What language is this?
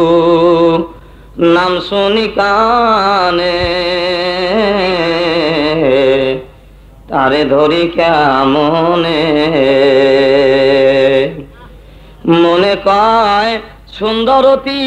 Bangla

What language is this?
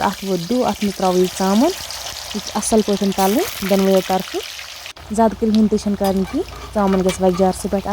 Kashmiri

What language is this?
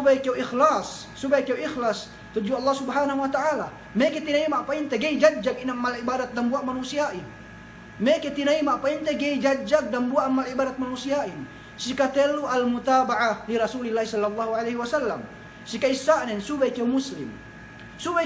Yakan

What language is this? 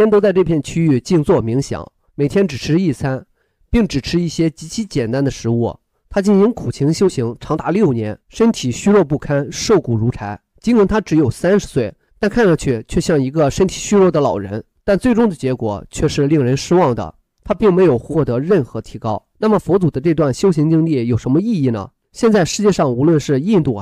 Chinese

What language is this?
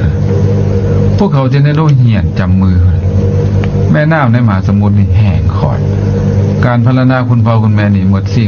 Thai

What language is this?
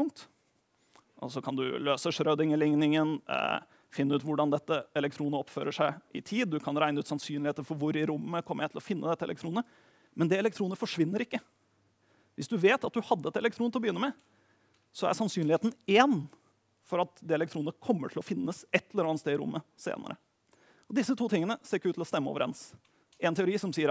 Norwegian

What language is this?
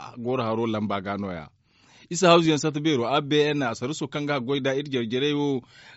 Zarma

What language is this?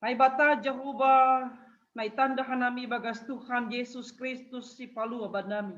Batak Simalungun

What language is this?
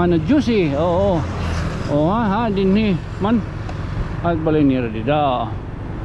Waray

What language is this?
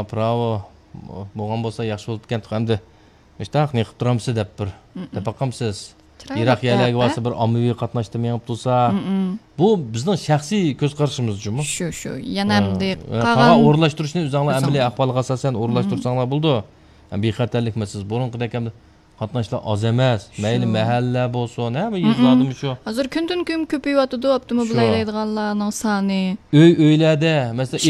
Uyghur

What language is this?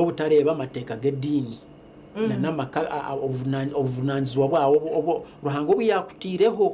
Nyankole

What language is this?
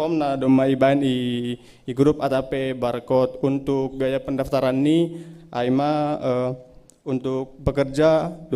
Batak Simalungun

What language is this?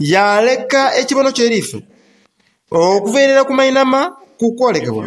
Soga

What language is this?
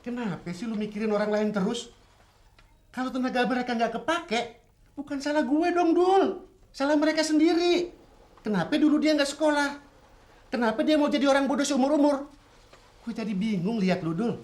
Betawi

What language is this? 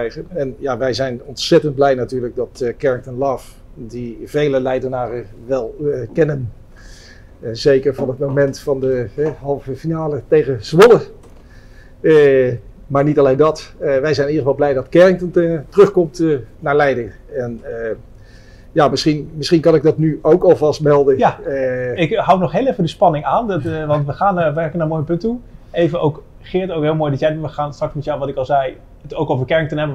Dutch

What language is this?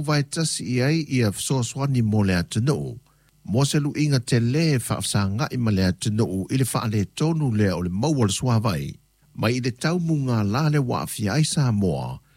Samoan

